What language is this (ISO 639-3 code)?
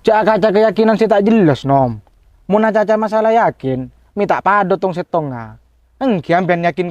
mad